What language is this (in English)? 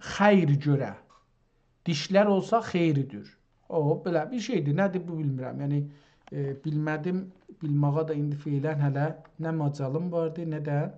South Azerbaijani